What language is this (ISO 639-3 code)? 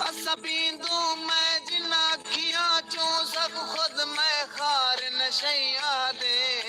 skr